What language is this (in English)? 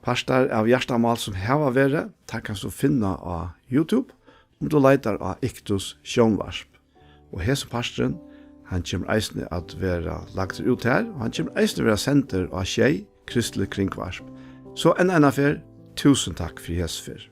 Faroese